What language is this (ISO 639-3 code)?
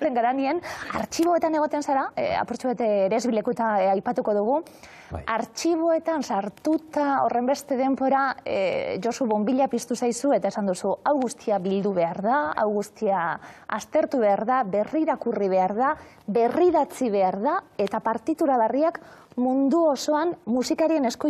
eus